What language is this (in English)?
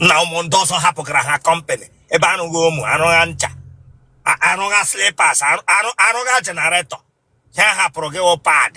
Igbo